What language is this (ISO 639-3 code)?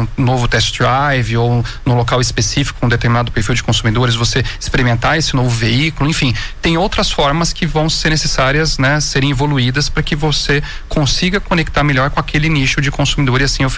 por